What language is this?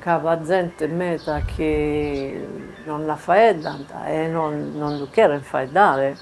Sardinian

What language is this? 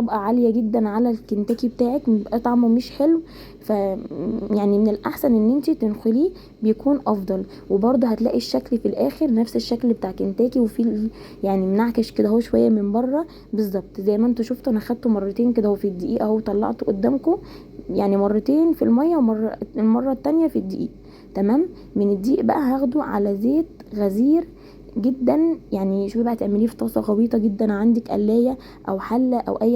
Egyptian Arabic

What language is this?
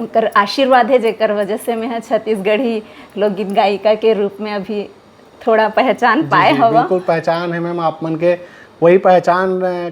Chhattisgarhi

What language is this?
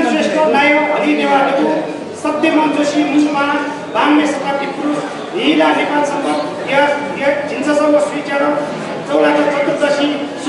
Newari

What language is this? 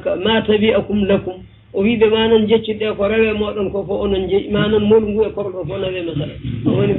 Fula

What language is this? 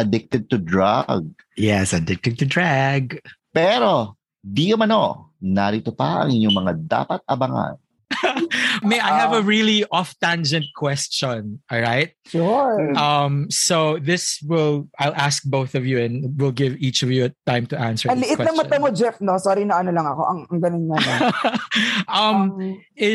Filipino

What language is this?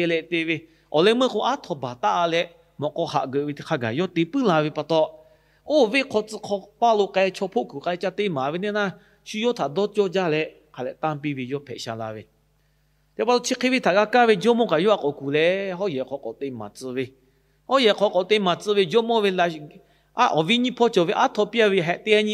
Lahu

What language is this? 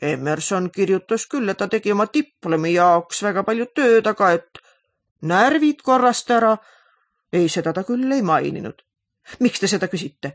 Estonian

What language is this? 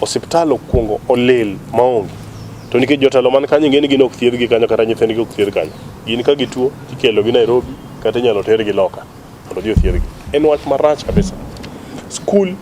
Luo (Kenya and Tanzania)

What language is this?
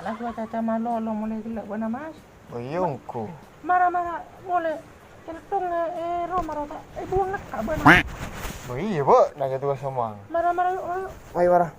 Madurese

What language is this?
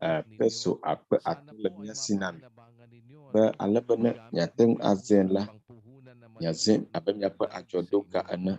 Ewe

